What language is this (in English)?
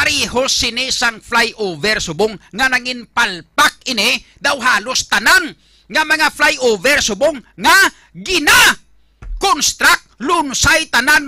Hiligaynon